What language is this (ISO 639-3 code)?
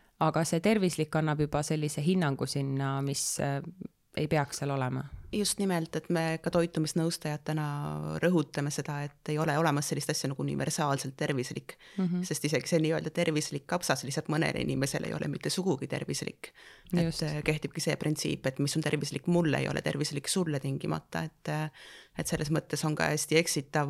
est